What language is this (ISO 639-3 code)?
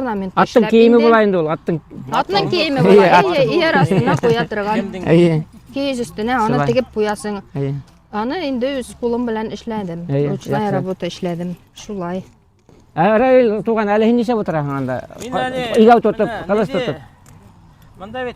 bak